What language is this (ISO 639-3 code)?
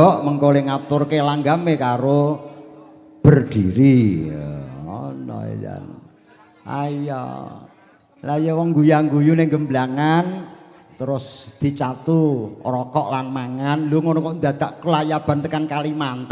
jav